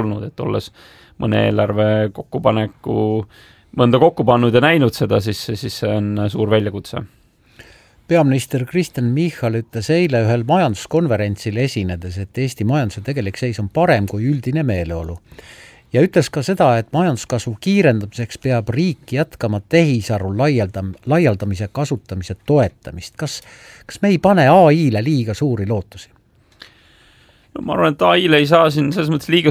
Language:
Estonian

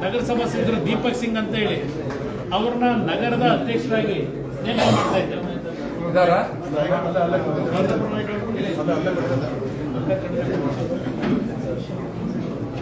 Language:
Kannada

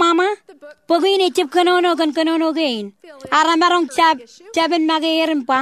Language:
Marshallese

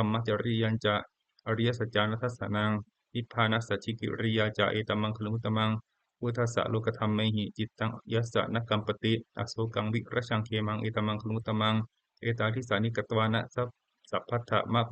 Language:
Pali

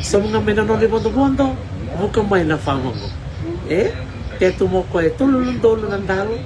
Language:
Fijian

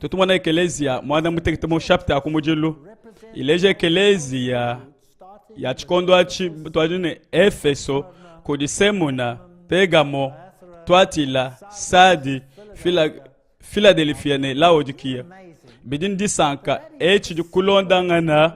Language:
Luba-Lulua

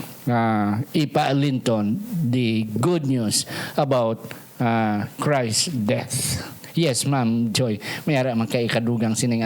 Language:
Hiligaynon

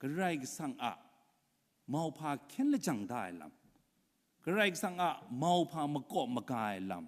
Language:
Kachin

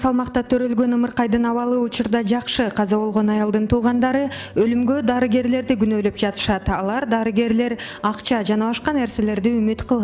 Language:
Kyrgyz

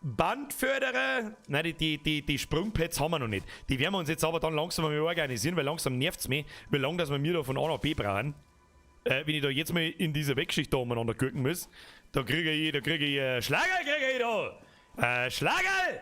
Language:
Bavarian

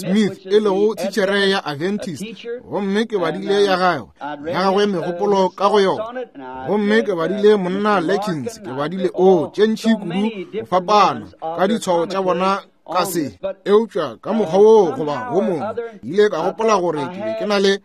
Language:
Northern Sotho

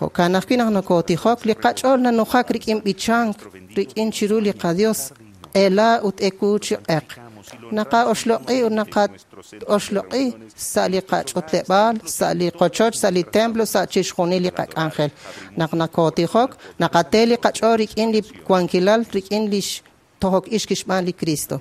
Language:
Kekchí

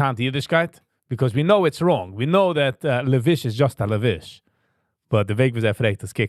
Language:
Yiddish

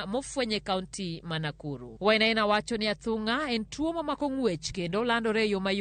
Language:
Luo (Kenya and Tanzania)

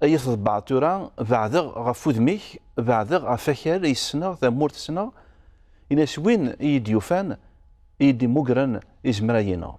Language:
Kabyle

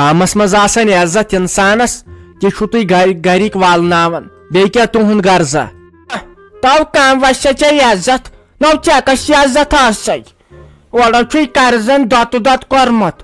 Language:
Kashmiri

